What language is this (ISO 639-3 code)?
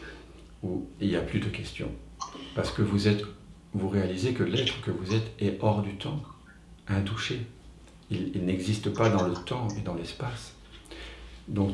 fra